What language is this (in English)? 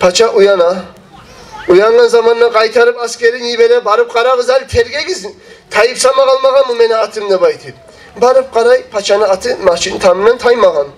Kumyk